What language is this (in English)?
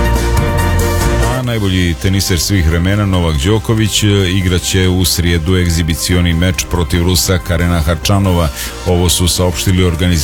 Serbian